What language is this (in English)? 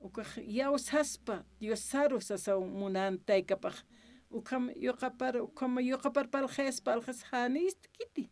Aymara